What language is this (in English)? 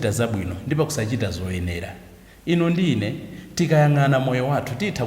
Nyanja